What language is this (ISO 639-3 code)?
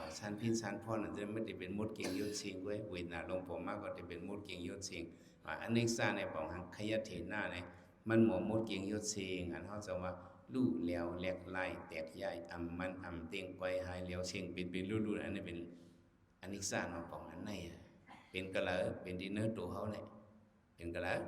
shn